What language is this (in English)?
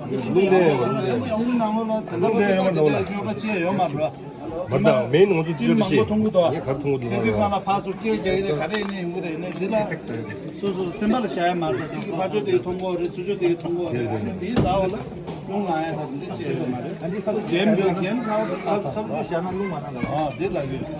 Tibetan